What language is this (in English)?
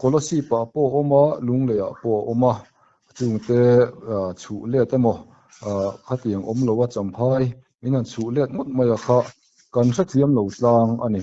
Mizo